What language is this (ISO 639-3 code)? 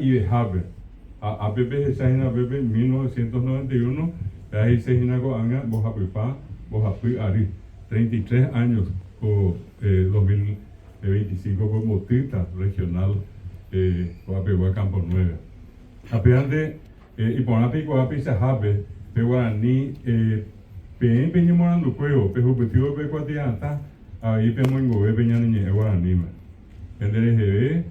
grn